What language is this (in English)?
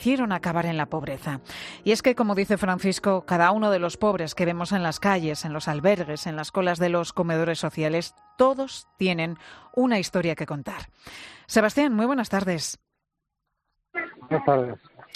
Spanish